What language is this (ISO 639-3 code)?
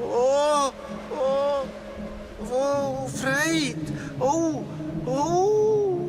roh